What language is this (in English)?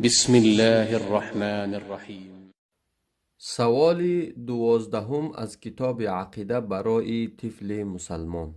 Tajik